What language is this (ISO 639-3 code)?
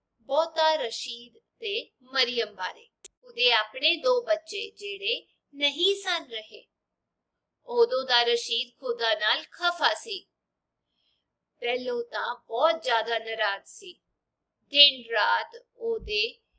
pan